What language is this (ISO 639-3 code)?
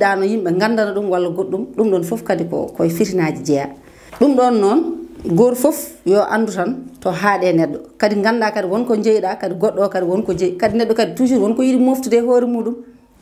ful